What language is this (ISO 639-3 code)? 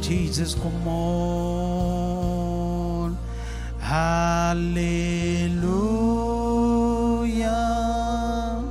mah